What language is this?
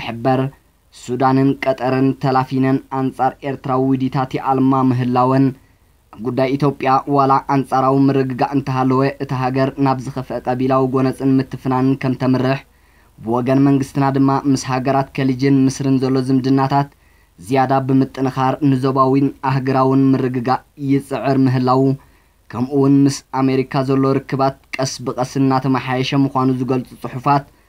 Tigrinya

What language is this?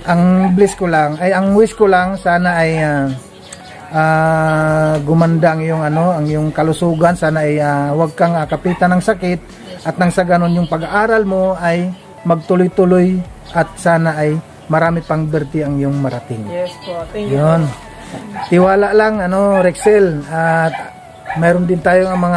Filipino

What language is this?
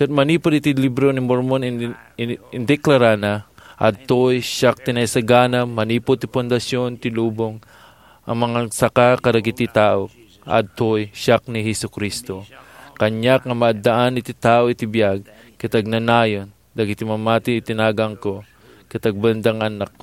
Iloko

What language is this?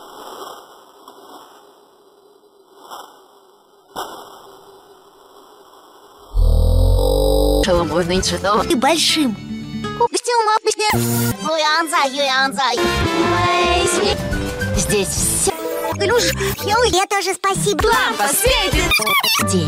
Russian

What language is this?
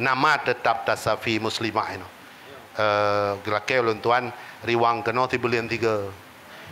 Achinese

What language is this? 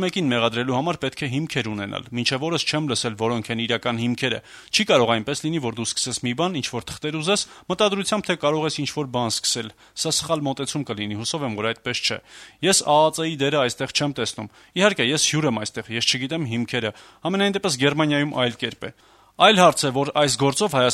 Armenian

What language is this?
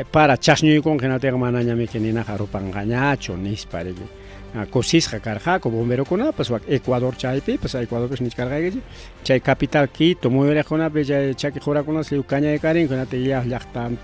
Ayacucho Quechua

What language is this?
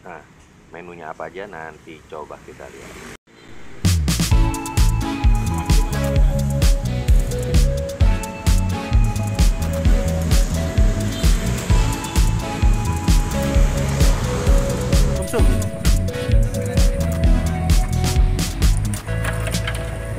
Indonesian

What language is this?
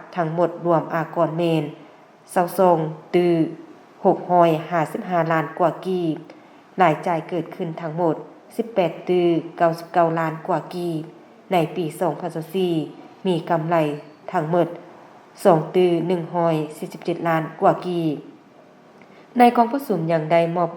Lao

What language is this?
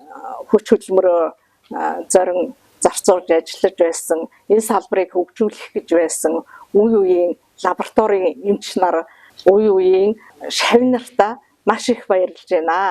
Mongolian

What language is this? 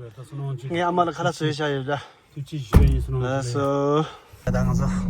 Tibetan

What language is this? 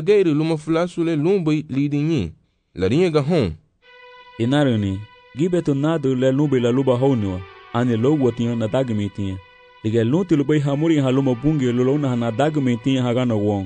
Garifuna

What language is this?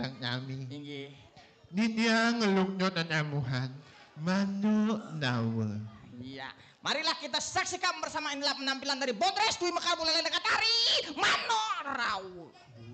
Balinese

